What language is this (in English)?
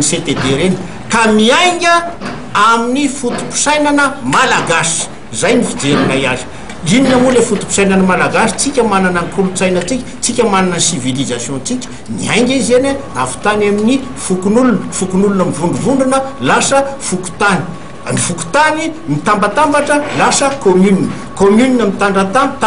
Malagasy